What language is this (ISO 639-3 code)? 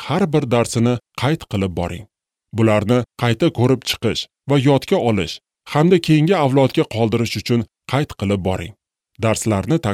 uzb